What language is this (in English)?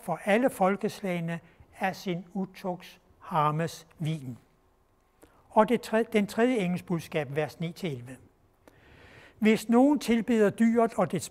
Danish